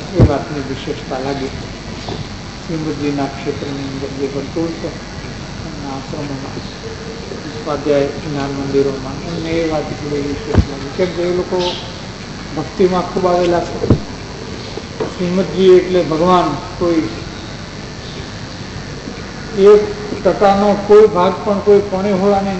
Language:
Gujarati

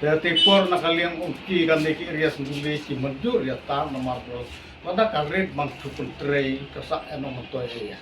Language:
Khasi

